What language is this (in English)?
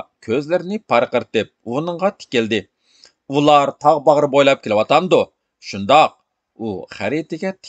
Uyghur